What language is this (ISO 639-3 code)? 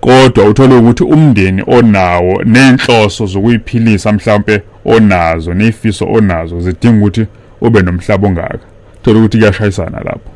zul